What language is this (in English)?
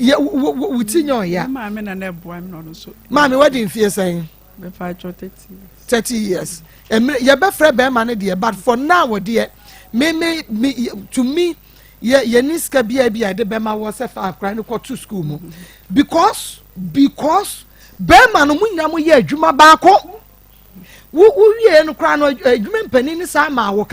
Akan